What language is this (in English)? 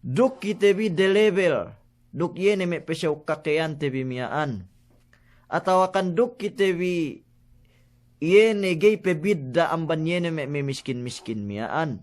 Yakan